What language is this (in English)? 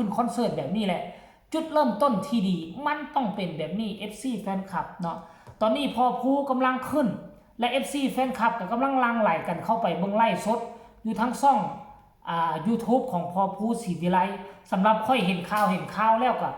Northeastern Thai